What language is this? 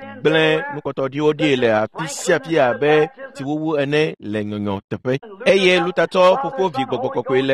Ewe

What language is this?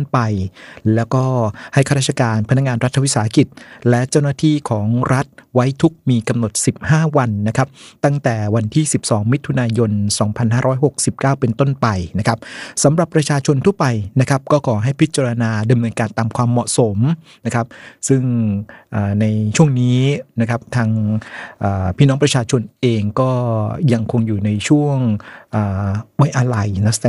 Thai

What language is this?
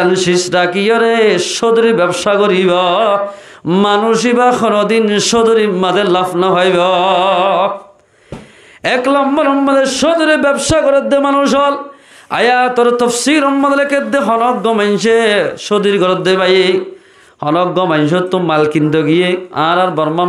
Rohingya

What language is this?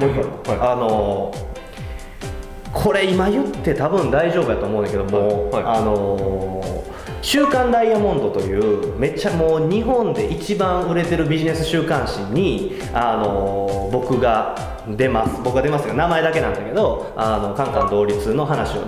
Japanese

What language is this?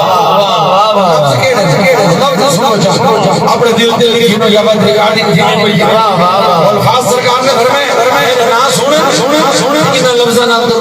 Saraiki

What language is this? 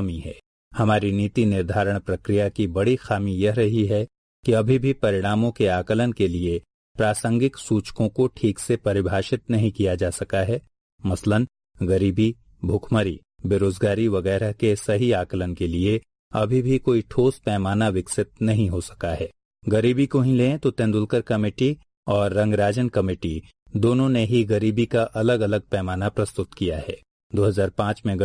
Hindi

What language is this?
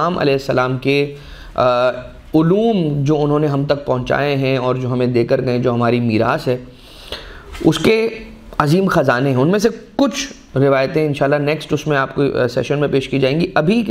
Urdu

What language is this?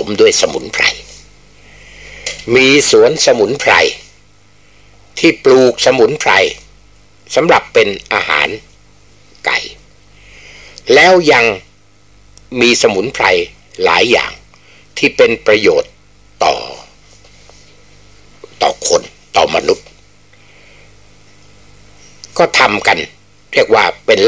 Thai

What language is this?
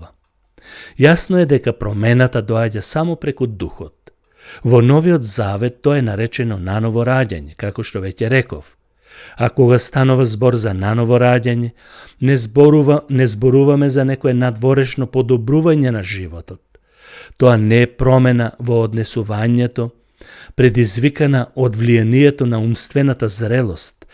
Macedonian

